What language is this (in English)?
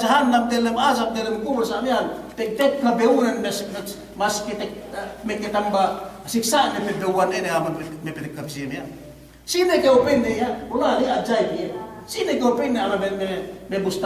Yakan